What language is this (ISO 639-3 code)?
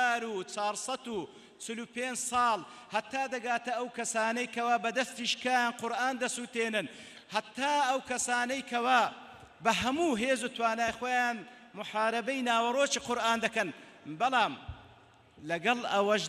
ckb